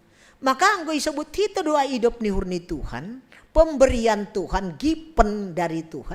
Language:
Batak Simalungun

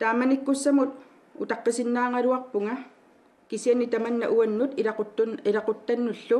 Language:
Kalaallisut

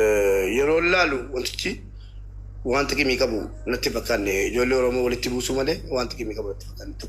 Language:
Oromo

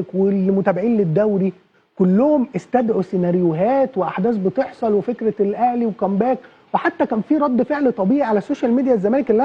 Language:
Egyptian Arabic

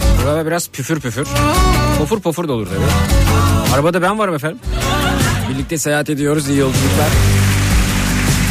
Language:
Turkish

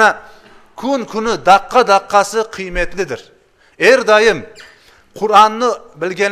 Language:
Crimean Tatar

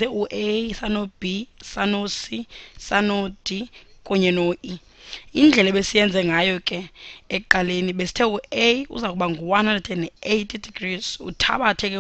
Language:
Xhosa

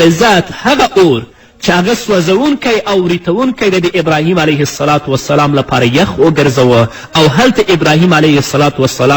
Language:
Pashto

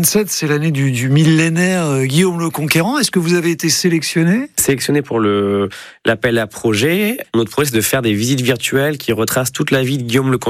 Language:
French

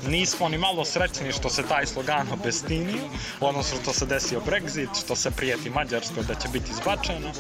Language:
Croatian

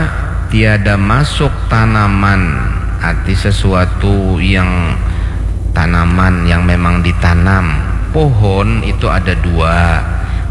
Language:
Banjar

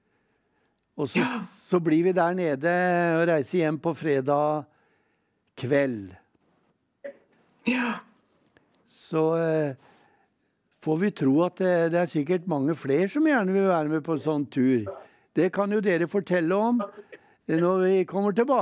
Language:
Norwegian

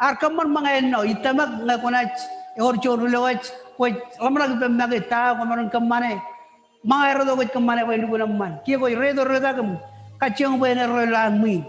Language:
Marshallese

